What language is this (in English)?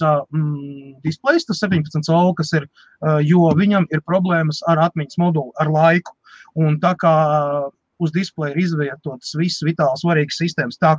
Latvian